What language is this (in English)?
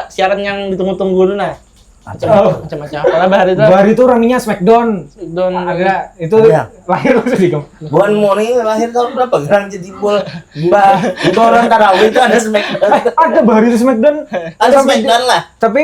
Banjar